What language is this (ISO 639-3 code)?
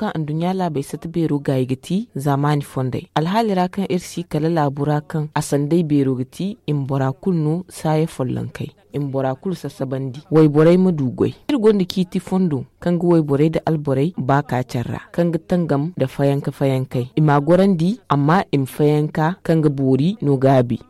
dje